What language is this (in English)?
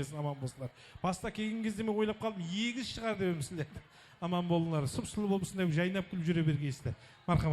Kara-Kalpak